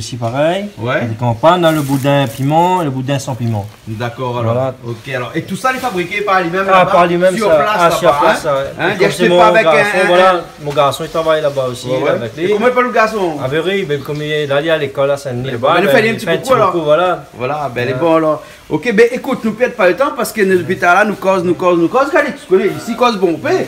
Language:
Réunion Creole French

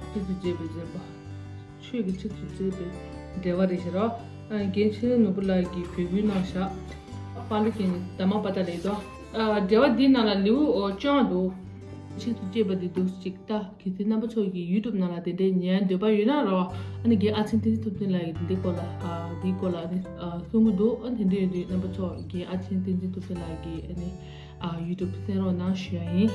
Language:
Tibetan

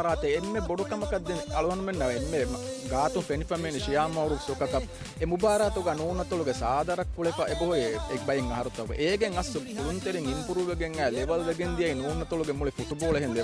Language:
Divehi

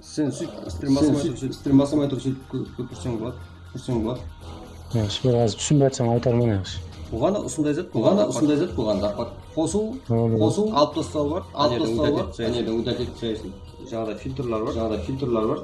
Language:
Kara-Kalpak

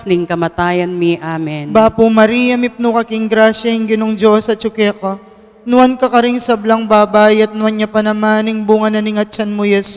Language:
Pampanga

